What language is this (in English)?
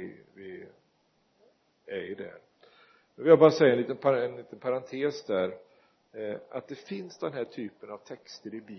Swedish